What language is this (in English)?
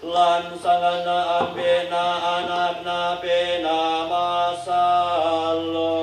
Toraja-Sa'dan